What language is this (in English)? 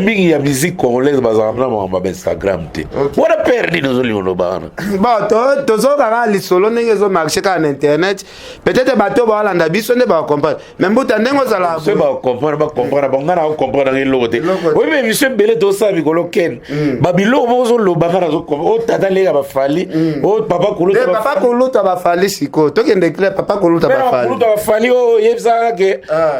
Lingala